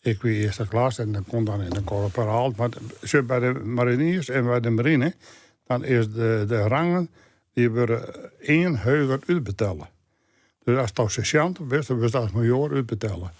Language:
Western Frisian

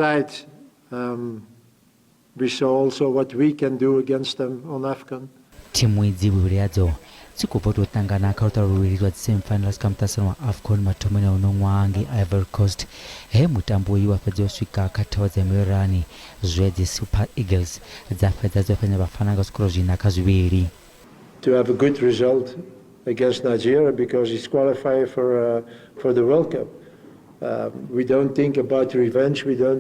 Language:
Venda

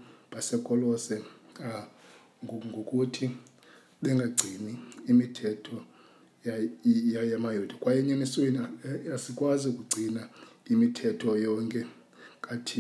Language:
Xhosa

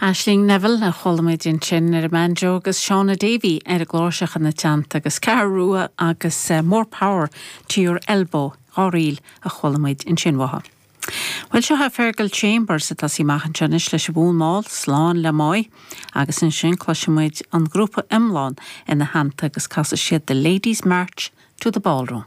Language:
Irish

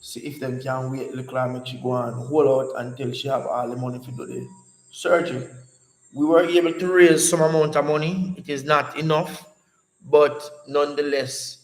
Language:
Jamaican Creole English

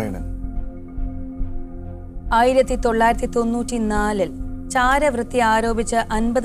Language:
Malayalam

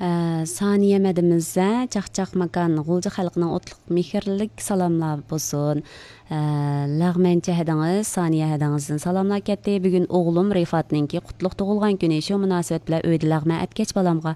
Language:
Uyghur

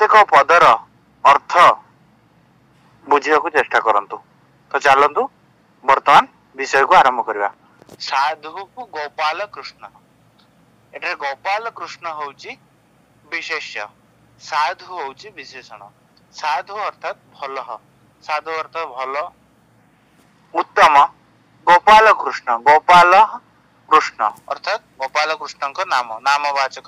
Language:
Odia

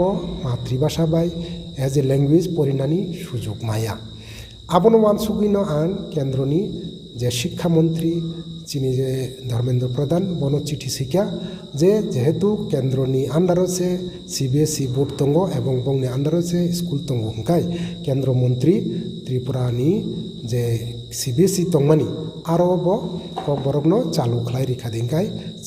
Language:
Kok Borok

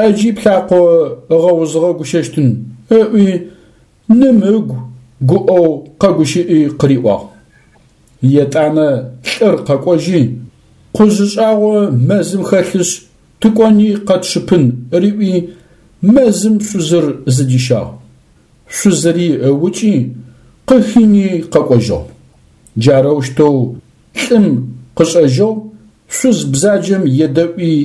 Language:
Adyghe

